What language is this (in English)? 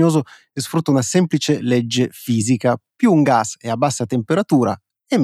Italian